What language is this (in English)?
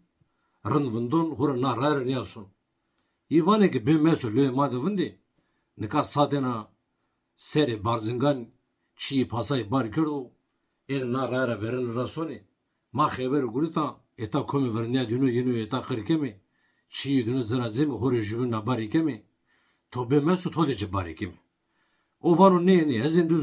Zaza